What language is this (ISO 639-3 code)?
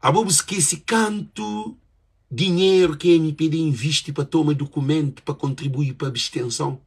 kea